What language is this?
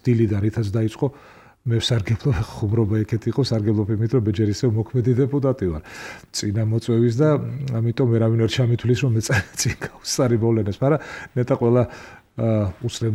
Georgian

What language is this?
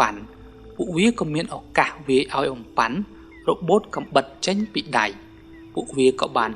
Khmer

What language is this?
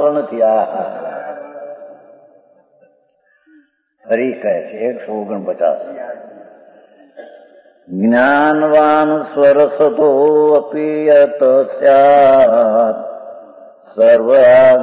Gujarati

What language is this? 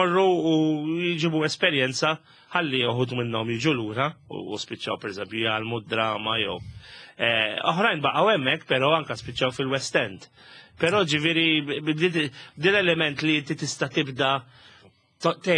Maltese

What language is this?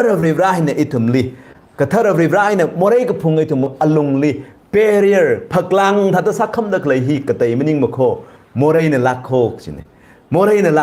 Tangkhul Naga (India)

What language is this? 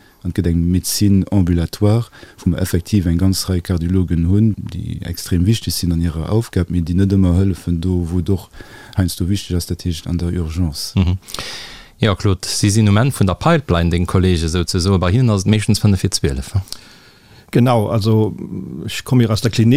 Luxembourgish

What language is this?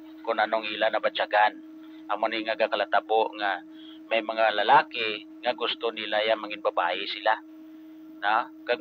Hiligaynon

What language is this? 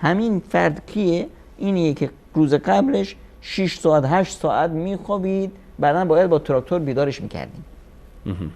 Persian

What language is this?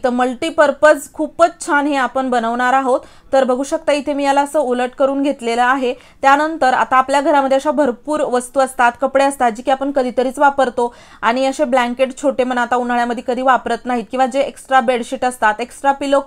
Marathi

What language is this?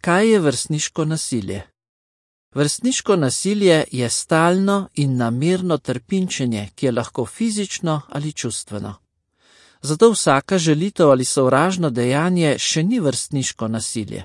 Slovenian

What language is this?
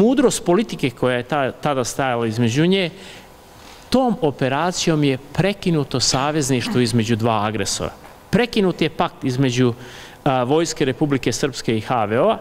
Bosnian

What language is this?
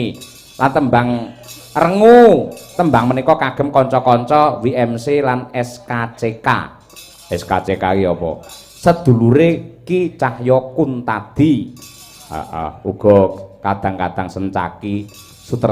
Javanese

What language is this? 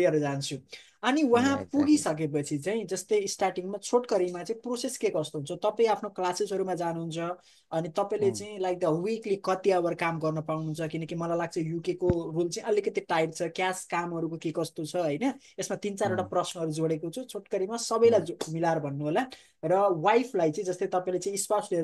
Nepali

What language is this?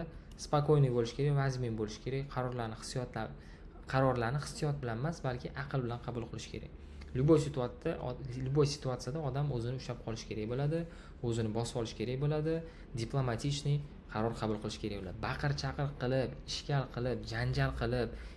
Uzbek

